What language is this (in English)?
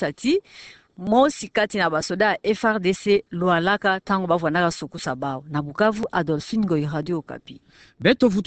Kituba (Democratic Republic of Congo)